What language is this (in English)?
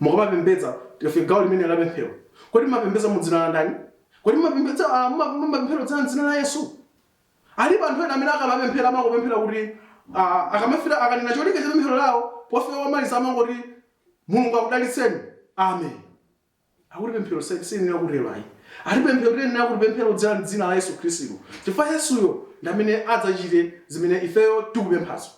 Nyanja